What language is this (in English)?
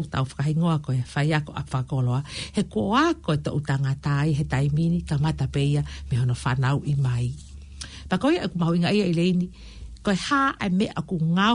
Tongan